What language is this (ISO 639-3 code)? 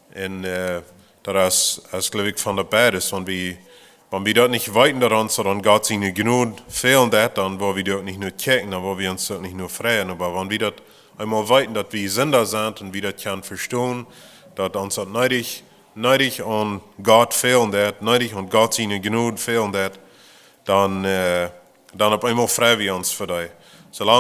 pdt